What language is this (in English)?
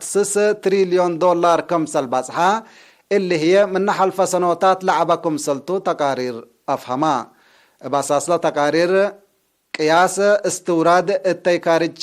Tigre